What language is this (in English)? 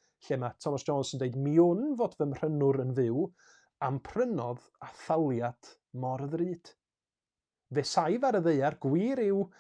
Welsh